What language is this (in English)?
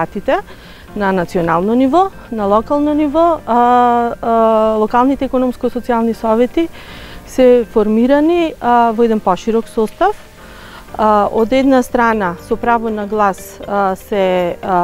Macedonian